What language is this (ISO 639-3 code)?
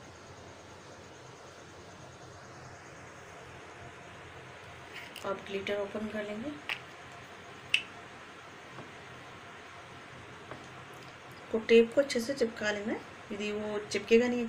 hin